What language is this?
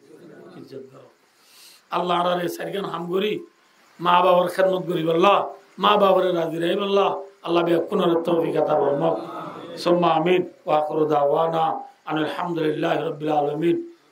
Rohingya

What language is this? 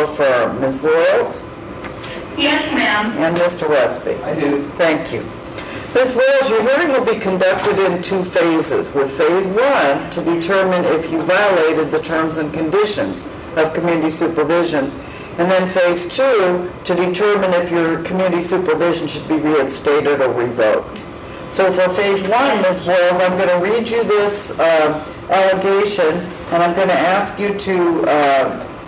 English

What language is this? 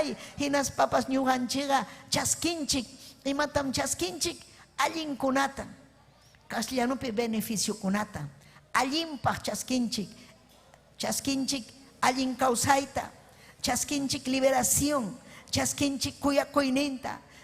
Ayacucho Quechua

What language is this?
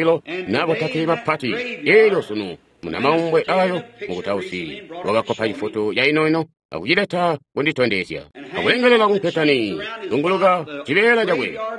Tonga (Zambia)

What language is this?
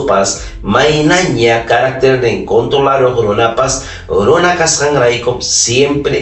Ayacucho Quechua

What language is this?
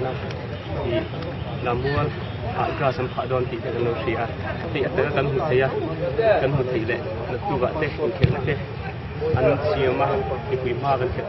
Mizo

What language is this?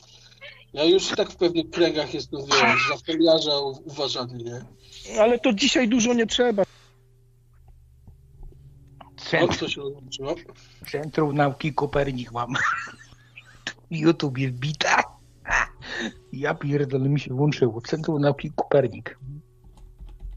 Polish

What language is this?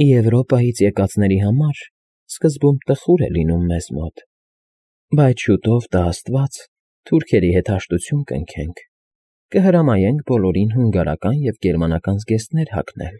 Armenian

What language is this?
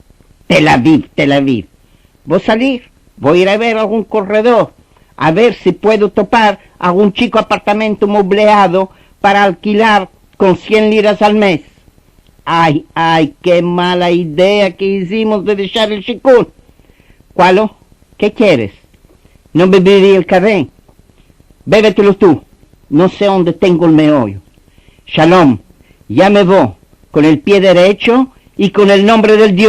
Ladino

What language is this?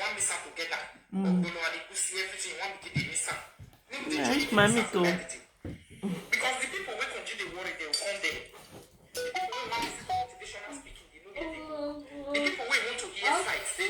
Nigerian Pidgin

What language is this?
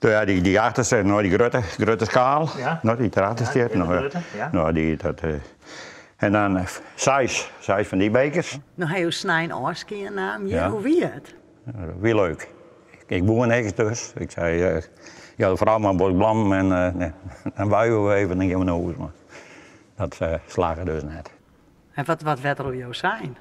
Western Frisian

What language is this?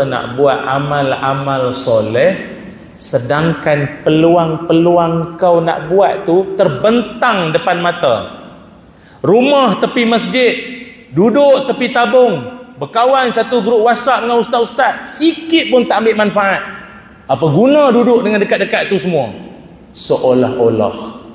Malay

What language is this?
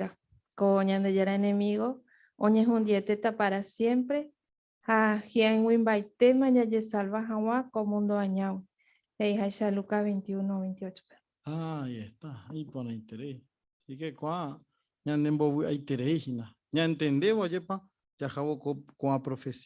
Guarani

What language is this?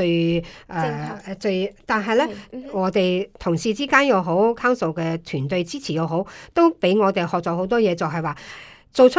Cantonese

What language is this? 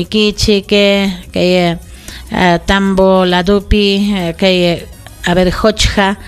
Ayacucho Quechua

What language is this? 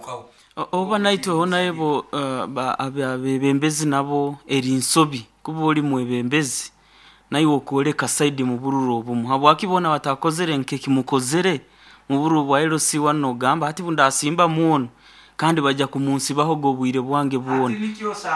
Nyoro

